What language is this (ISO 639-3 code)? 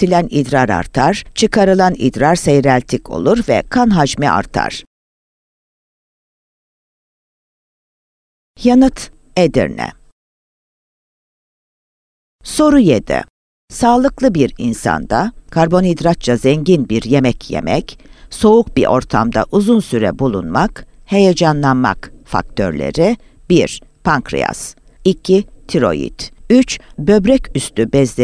tur